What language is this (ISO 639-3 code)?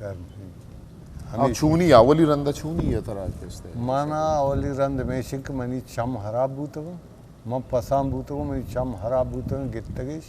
bgp